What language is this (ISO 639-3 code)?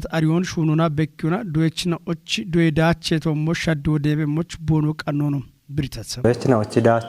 kbr